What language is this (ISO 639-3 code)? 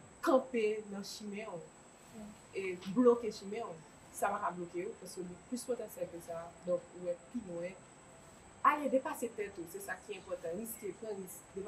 hat